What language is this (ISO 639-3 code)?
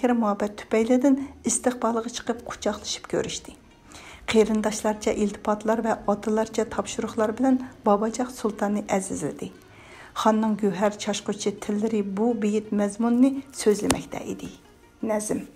uig